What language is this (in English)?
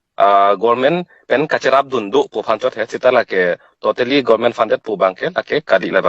Karbi